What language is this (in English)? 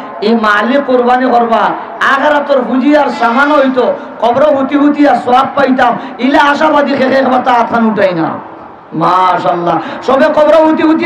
Sylheti